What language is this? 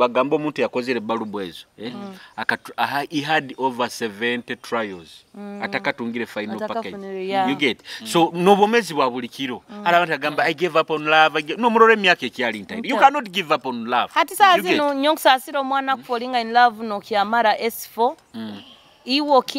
Nyoro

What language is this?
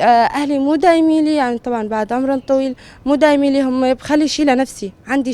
North Levantine Arabic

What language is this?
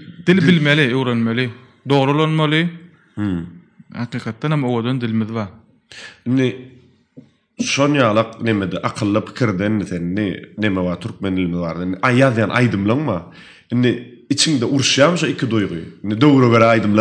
Turkmen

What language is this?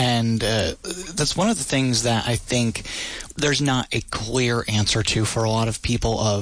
English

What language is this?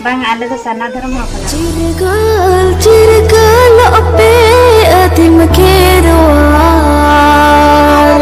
Santali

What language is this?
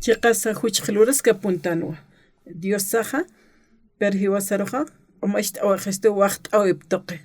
Aymara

